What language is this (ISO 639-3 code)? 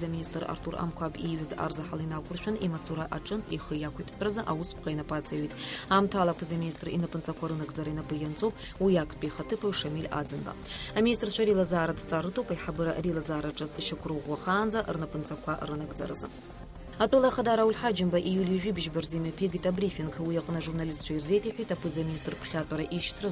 abk